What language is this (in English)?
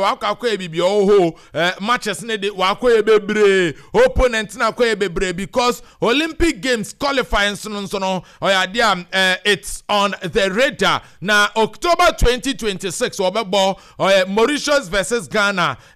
Akan